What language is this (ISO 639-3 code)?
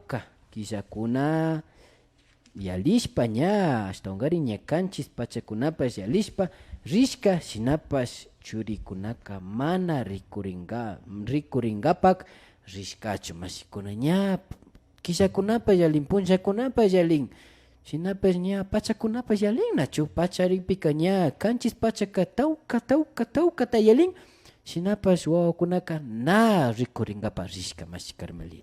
qvi